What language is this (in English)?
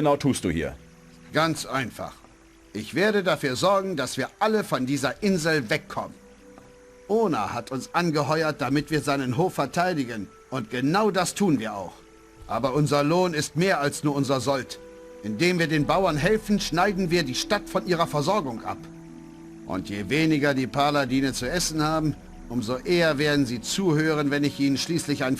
Bavarian